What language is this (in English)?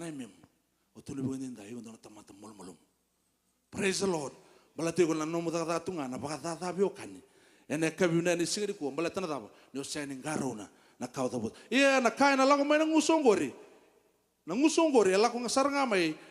Fijian